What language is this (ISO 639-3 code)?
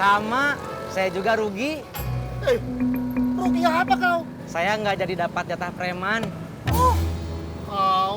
bew